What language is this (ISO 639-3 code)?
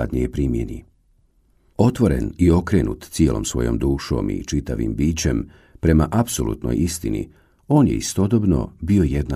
bos